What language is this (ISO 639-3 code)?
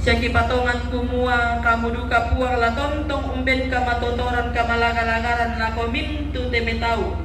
sda